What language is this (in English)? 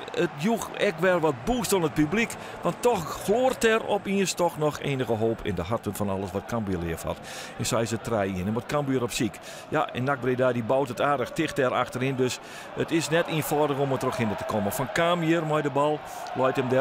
Western Frisian